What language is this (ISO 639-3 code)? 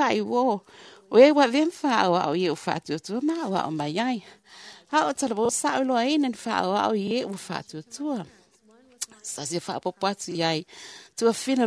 smo